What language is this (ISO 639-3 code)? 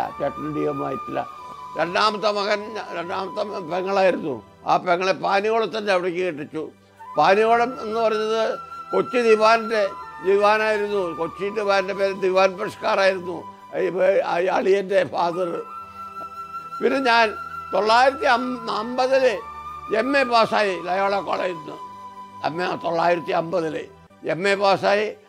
mal